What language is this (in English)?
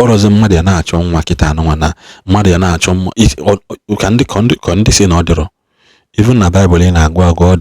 Igbo